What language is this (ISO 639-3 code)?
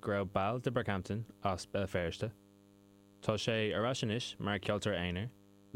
gle